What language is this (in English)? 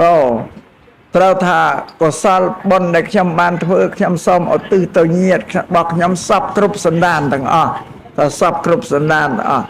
Khmer